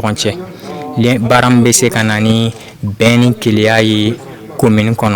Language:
Bambara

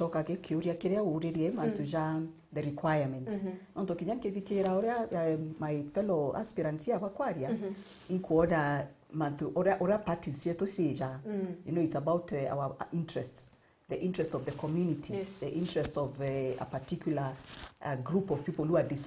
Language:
Meru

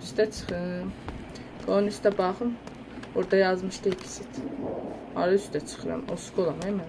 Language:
South Azerbaijani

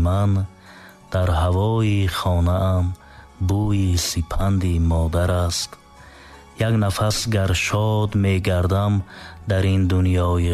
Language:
Tajik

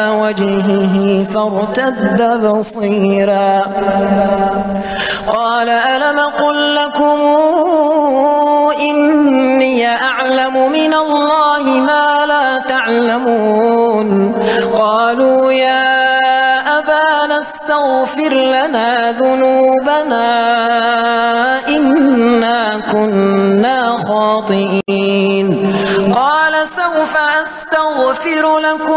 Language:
Arabic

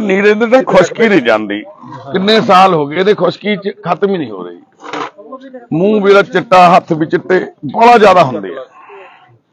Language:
Punjabi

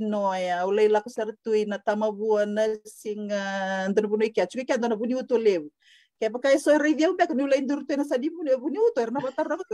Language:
Fijian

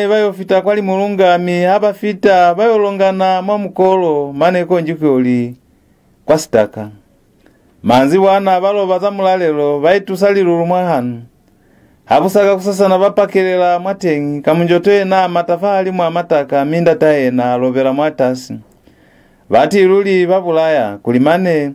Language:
Lozi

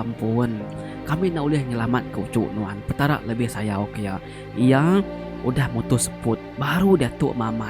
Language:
Iban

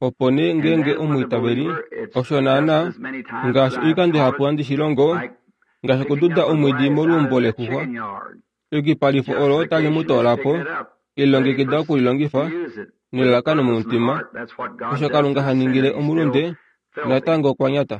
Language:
Kuanyama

